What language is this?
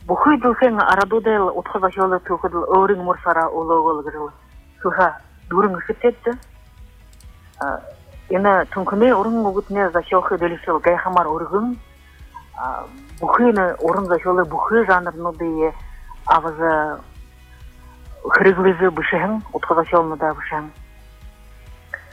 Buriat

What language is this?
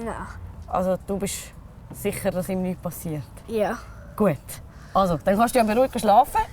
Swiss German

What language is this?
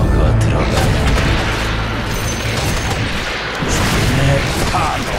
Korean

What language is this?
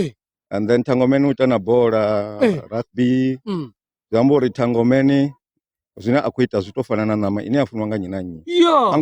Venda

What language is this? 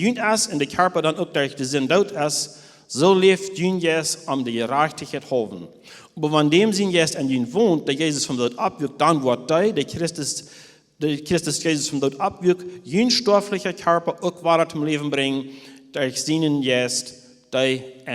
Plautdietsch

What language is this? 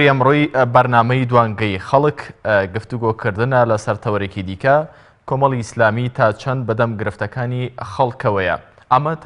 Central Kurdish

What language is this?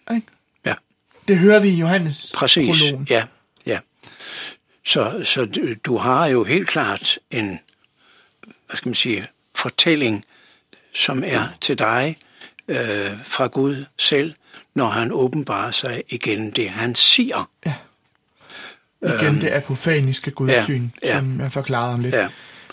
Danish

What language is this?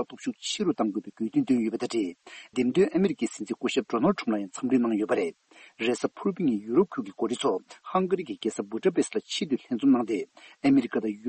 Tibetan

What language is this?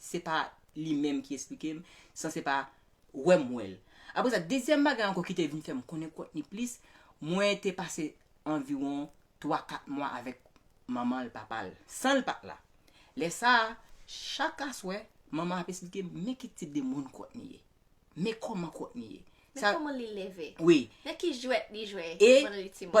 Haitian Creole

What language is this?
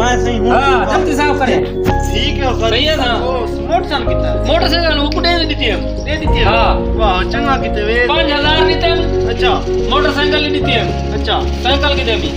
Saraiki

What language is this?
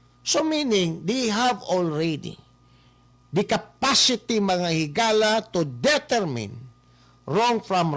Cebuano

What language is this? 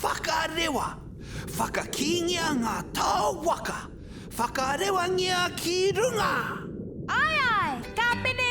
Māori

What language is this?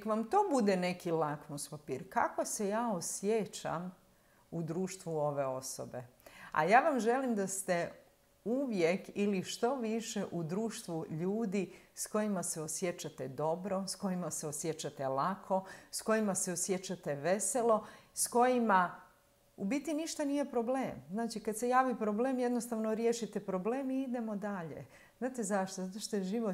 Croatian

